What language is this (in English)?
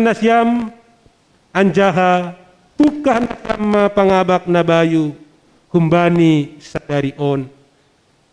Batak Simalungun